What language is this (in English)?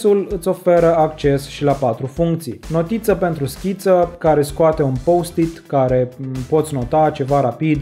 Romanian